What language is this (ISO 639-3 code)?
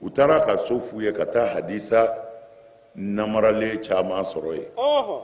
bam